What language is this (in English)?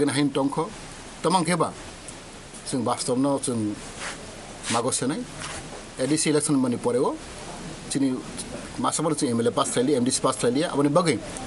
Kok Borok